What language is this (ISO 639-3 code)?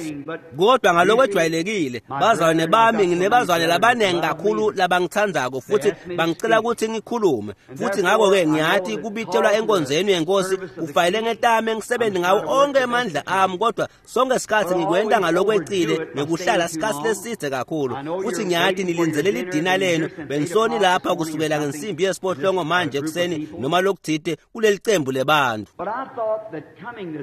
ssw